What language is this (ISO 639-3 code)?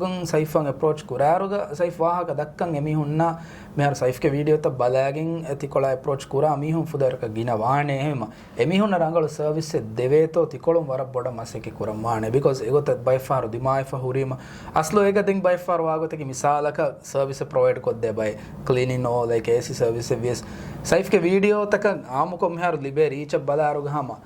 div